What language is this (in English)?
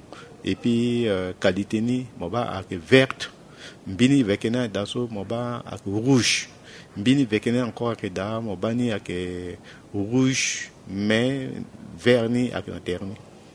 Sango